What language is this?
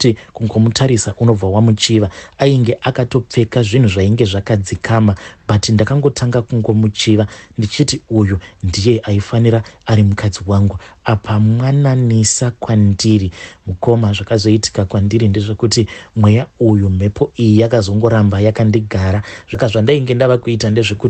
Shona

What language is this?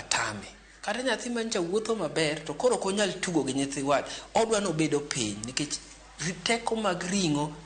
Luo (Kenya and Tanzania)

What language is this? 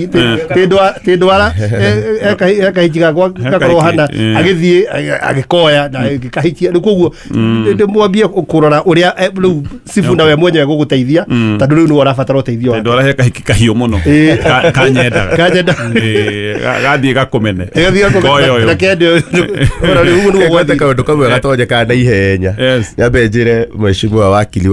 Kikuyu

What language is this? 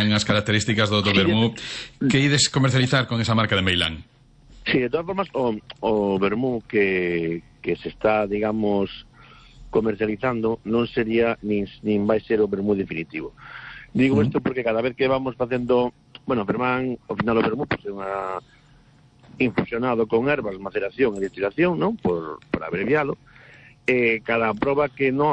Galician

